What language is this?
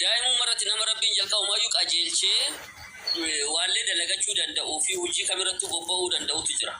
Oromo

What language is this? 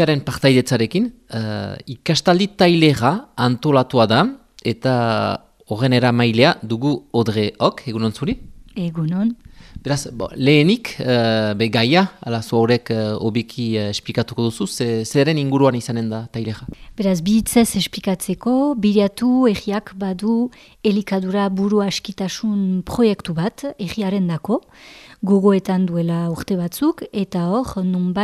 Basque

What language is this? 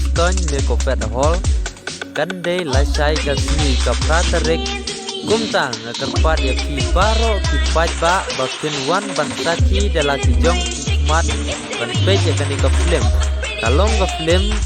Khasi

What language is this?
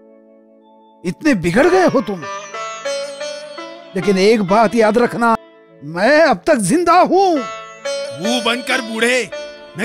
Hindi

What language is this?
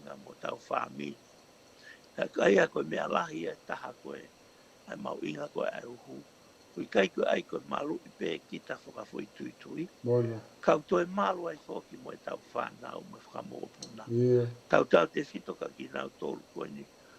Tongan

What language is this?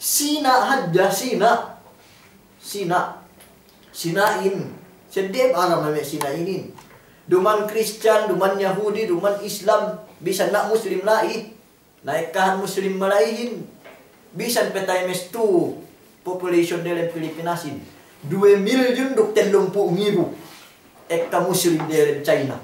Yakan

